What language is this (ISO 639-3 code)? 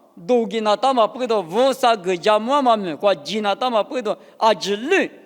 lis